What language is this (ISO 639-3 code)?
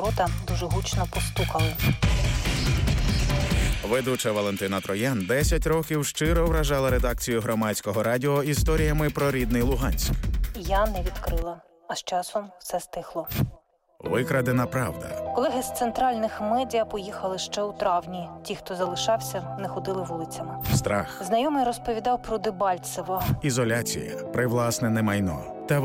ukr